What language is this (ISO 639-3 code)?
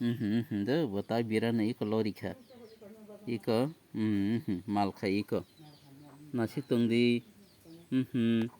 trp